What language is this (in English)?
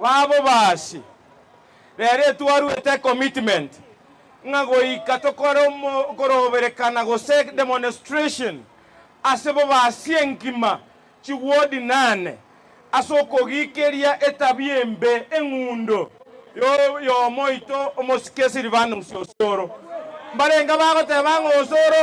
Gusii